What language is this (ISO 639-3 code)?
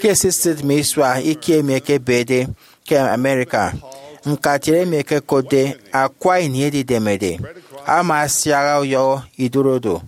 efi